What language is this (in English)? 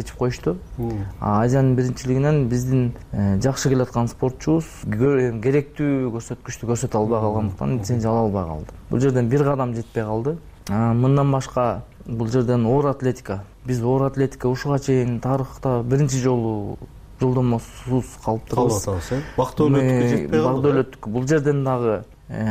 Kyrgyz